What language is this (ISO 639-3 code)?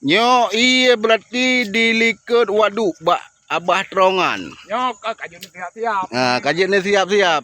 ace